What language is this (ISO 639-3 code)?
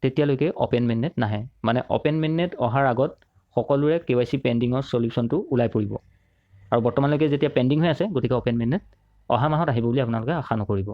asm